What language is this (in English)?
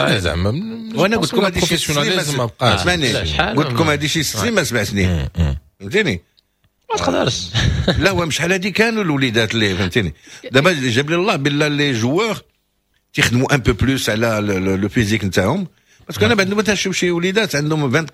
Moroccan Arabic